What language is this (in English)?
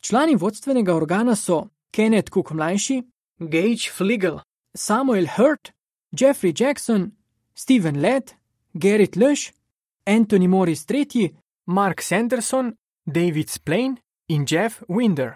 Slovenian